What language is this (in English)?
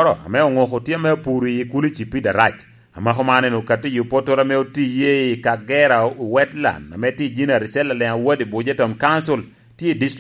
Lango (Uganda)